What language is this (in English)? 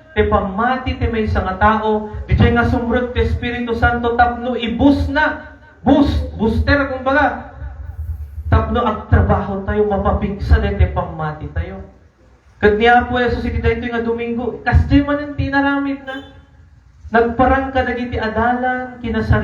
Iloko